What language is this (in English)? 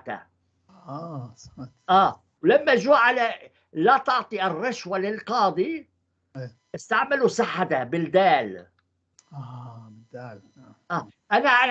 North Levantine Arabic